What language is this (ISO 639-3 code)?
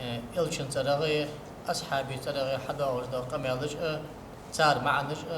inh